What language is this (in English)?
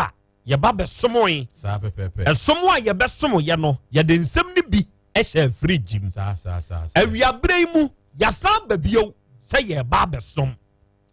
Akan